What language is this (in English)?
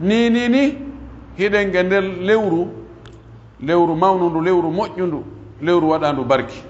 Pular